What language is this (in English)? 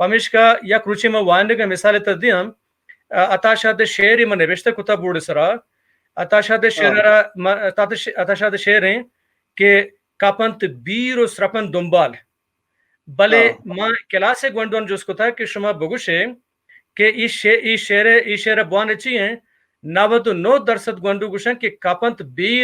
Baluchi